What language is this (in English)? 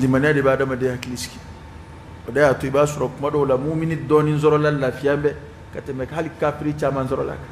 Bambara